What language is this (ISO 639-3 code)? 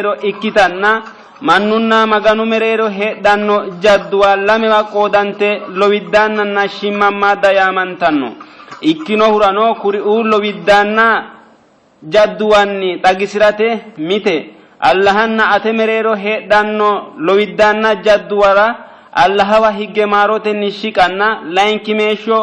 sid